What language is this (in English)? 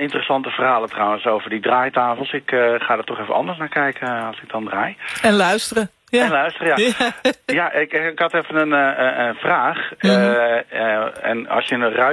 Dutch